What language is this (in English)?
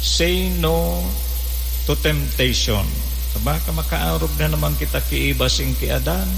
Bikol